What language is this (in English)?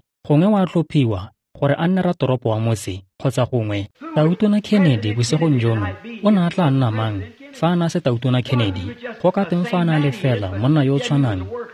Tswana